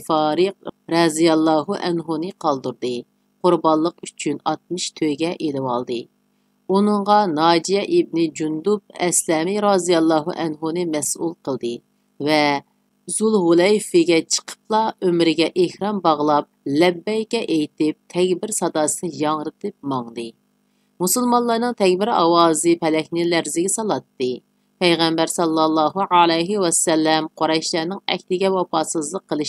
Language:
Uyghur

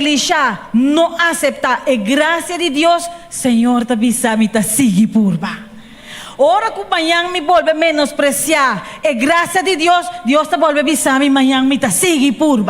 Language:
Papiamento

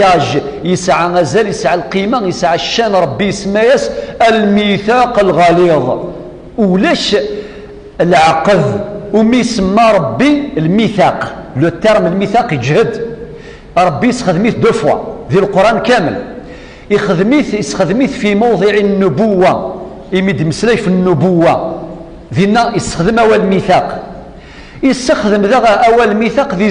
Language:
Kabyle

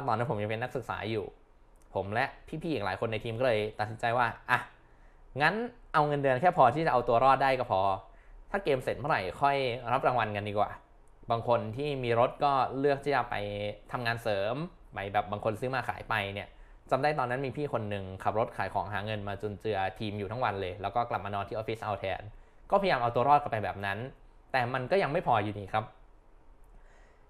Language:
Thai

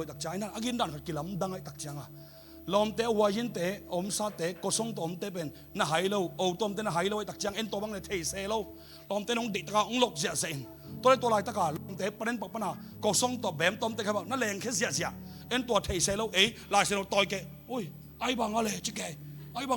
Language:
Tedim Chin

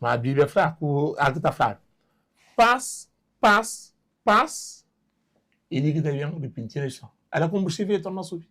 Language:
Kabuverdianu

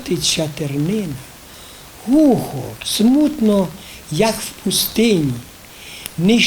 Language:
Rusyn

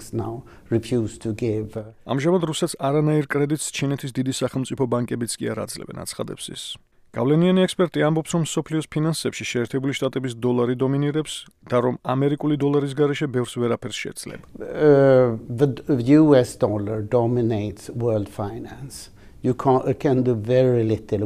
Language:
Georgian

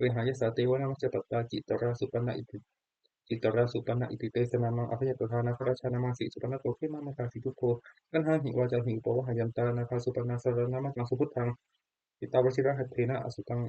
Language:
Pali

